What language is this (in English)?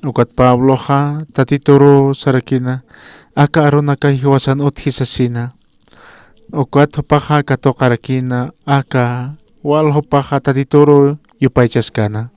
Aymara